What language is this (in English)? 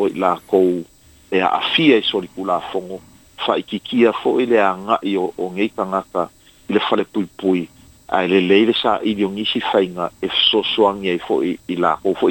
Samoan